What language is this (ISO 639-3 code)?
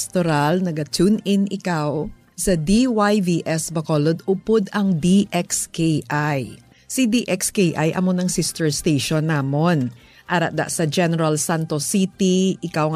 hil